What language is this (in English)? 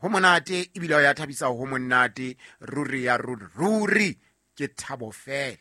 Southern Sotho